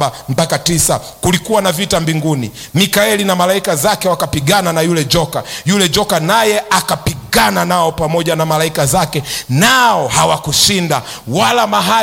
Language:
Swahili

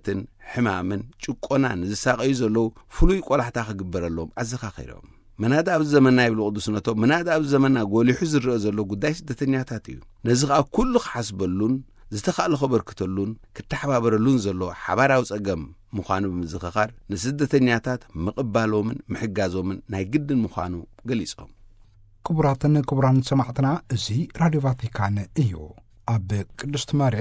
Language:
Tigrinya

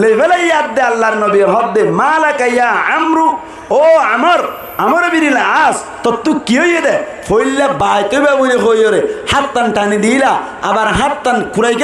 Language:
Rohingya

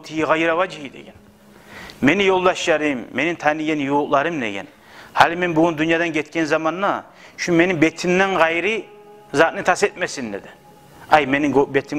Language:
Kumyk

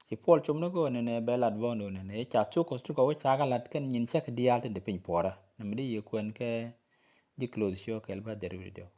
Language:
Nuer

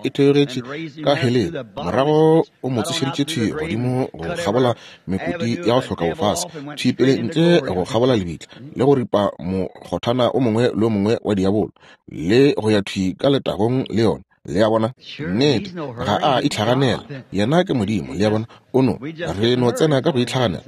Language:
Northern Sotho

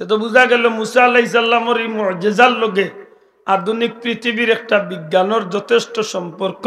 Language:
Sylheti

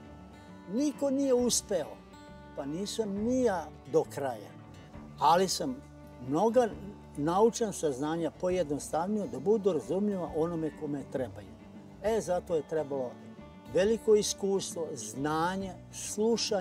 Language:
Serbian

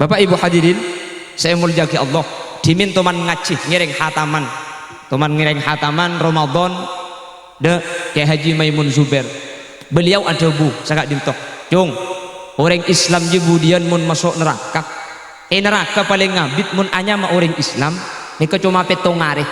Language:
Madurese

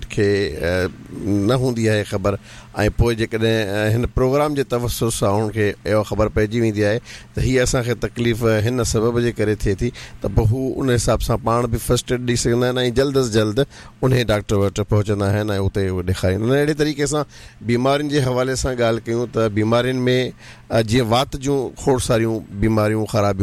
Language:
Sindhi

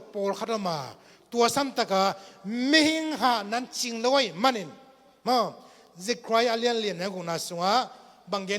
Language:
Tedim Chin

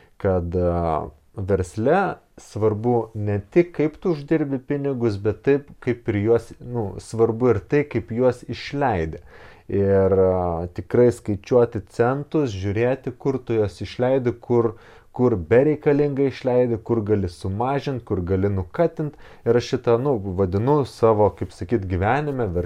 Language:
Lithuanian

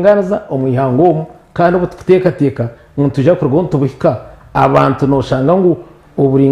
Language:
Nyankole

